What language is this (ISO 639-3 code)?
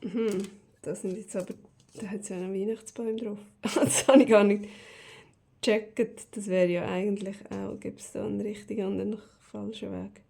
gsw